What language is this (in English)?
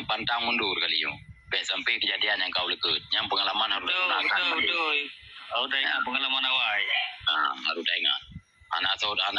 Achinese